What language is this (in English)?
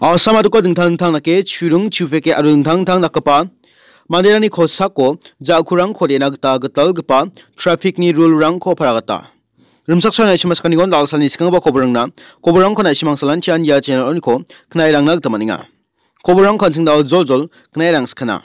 Garo